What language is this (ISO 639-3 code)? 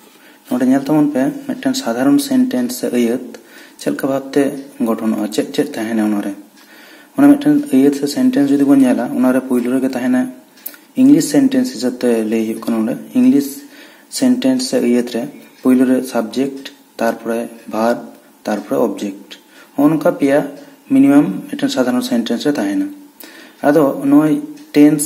sat